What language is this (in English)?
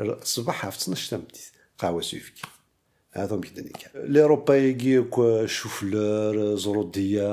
Kabyle